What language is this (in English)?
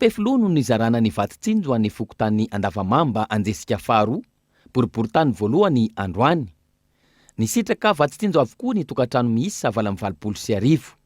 Malagasy